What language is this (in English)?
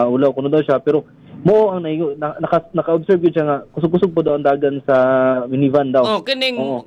Cebuano